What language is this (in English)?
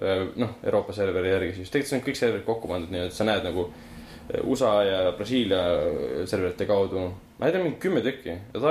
Estonian